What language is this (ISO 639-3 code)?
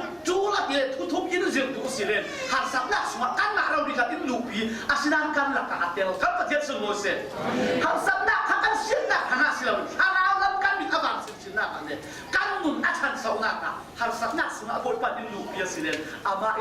cfm